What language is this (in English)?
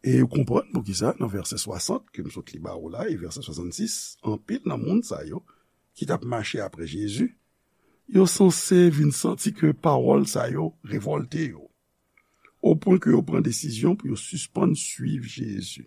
Haitian Creole